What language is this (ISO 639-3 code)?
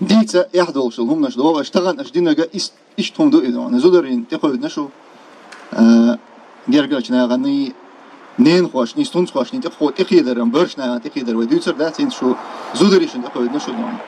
che